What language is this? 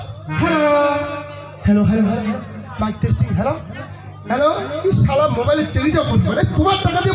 Bangla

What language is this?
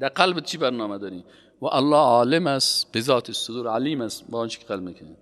Persian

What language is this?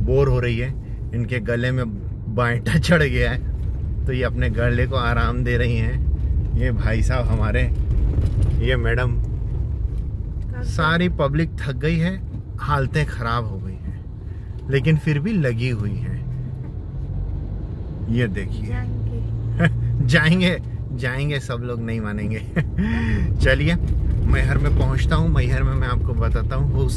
Hindi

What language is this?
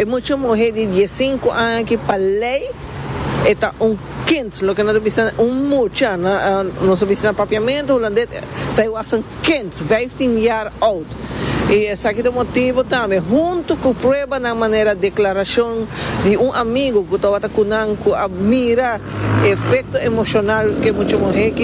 Papiamento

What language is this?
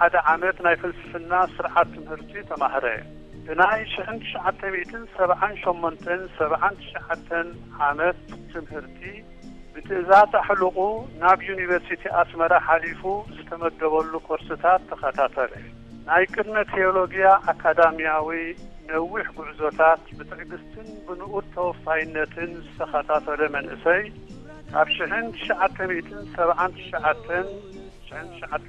Tigrinya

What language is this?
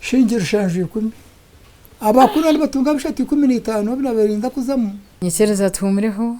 Nyankole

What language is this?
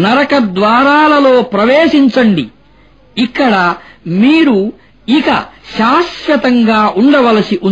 Telugu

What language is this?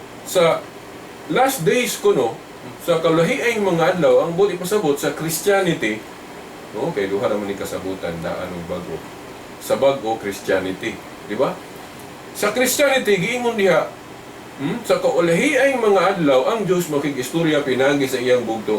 Cebuano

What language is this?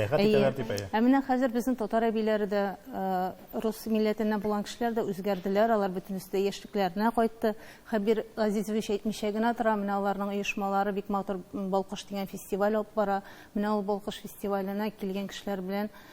Tatar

